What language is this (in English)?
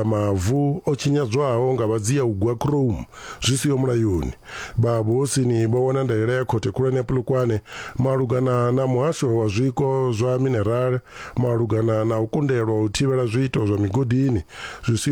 Venda